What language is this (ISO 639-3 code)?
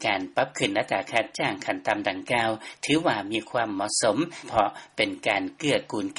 lao